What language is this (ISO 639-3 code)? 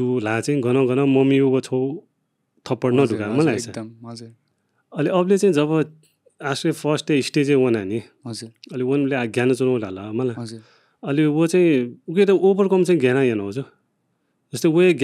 new